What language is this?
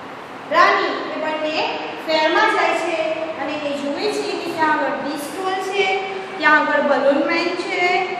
Gujarati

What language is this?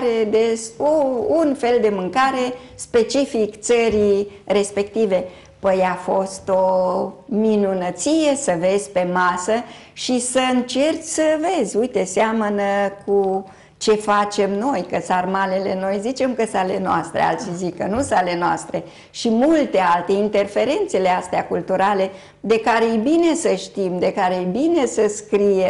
Romanian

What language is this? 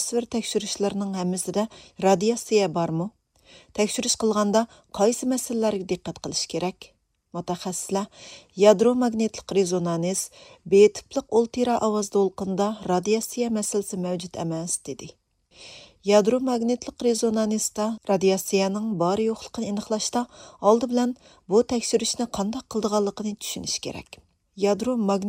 Uyghur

